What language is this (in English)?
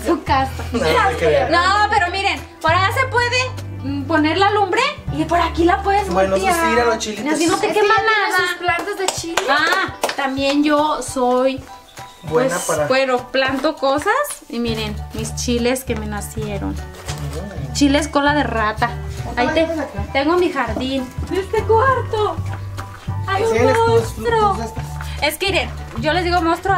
Spanish